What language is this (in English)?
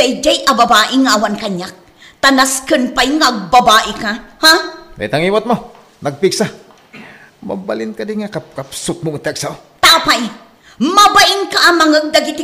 Iloko